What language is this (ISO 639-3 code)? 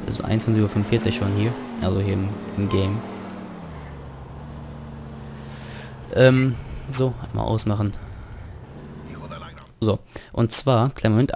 deu